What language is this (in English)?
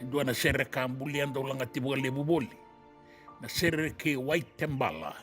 Fijian